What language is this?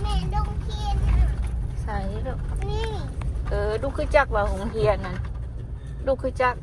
Northeastern Thai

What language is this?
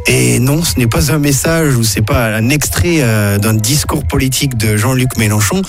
French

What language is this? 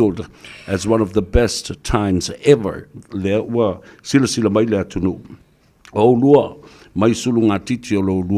Samoan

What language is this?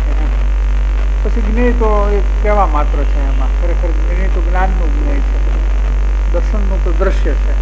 Gujarati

